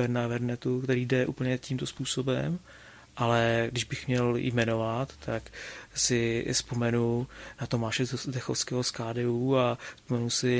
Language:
Czech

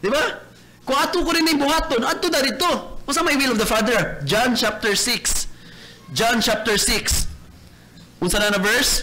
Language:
Cebuano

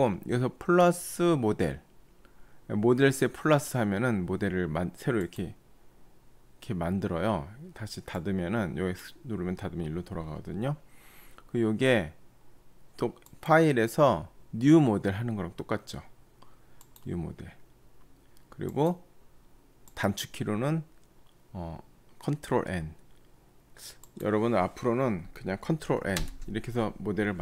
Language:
Korean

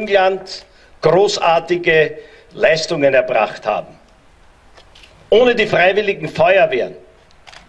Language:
German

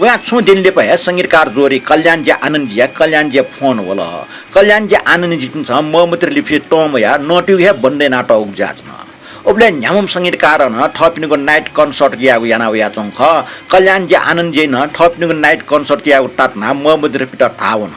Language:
Newari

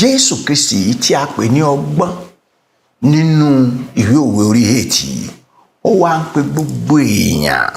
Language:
Yoruba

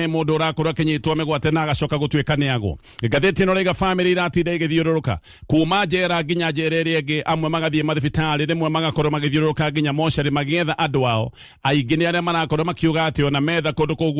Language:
Kikuyu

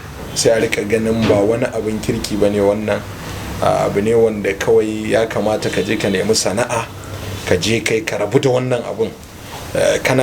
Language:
Hausa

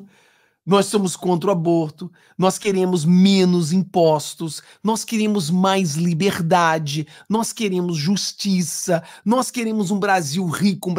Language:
Portuguese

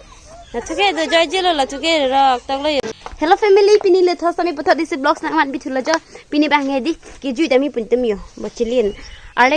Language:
Karbi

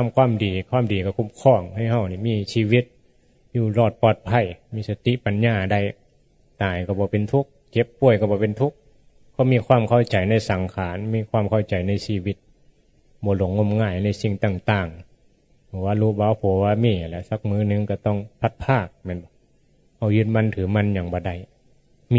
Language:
Northeastern Thai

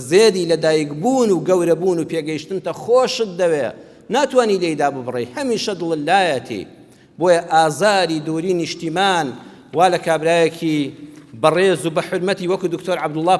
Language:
Central Kurdish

